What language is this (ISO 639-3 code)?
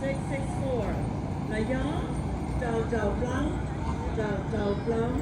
hmn